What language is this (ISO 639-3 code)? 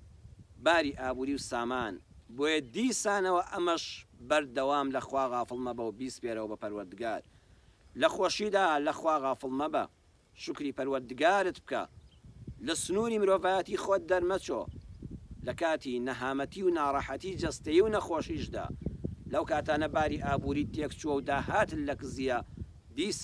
ckb